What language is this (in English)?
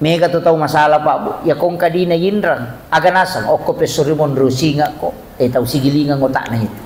Buginese